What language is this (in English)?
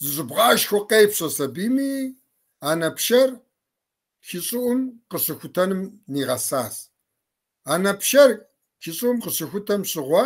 Kabardian